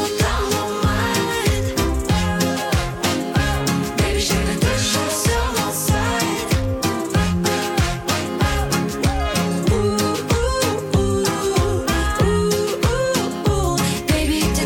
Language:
French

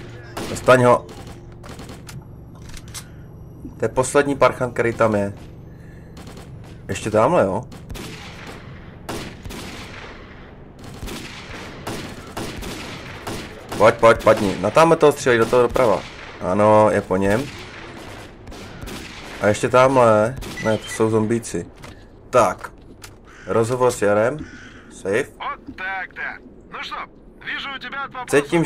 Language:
Czech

